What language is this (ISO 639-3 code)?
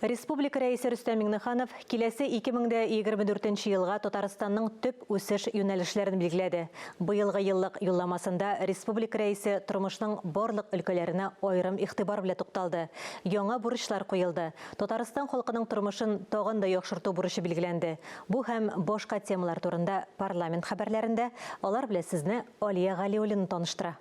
tat